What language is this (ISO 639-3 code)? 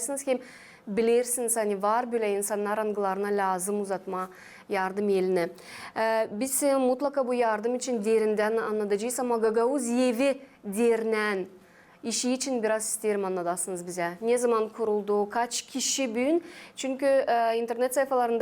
gag